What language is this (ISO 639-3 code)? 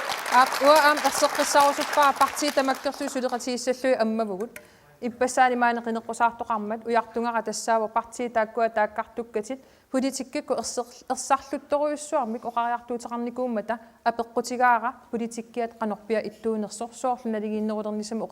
kal